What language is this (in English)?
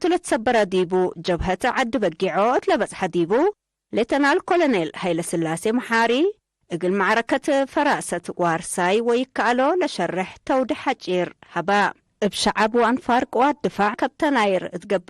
Tigre